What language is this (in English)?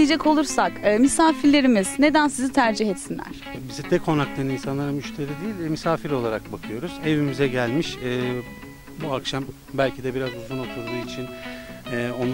Turkish